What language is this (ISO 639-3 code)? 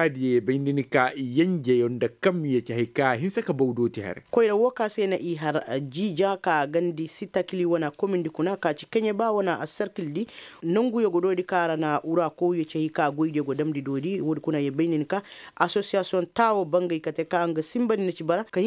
ses